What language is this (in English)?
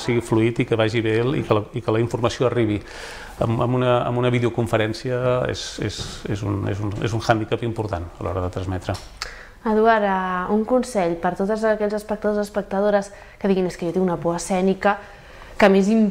Catalan